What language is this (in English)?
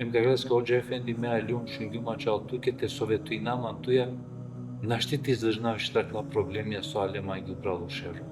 Balkan Romani